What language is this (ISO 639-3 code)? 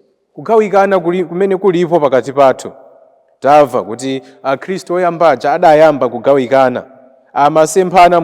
nya